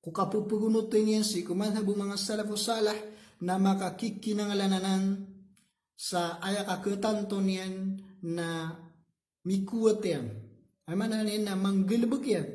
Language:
Maranao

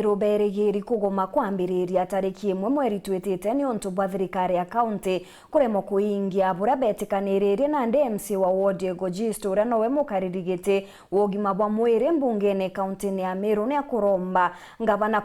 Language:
Meru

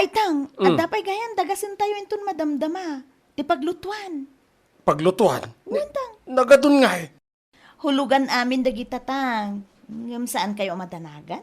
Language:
Iloko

